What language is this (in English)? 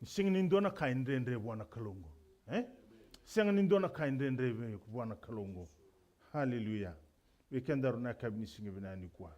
Fijian